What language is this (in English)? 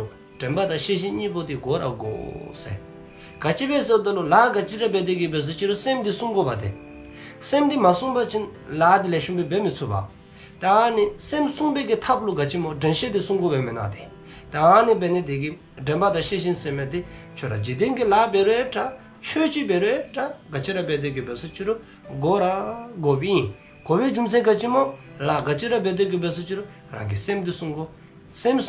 Dzongkha